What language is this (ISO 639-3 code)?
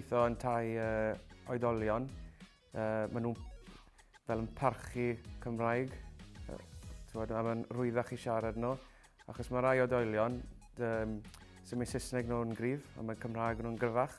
cym